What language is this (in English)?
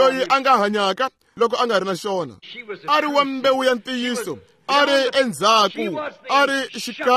Tsonga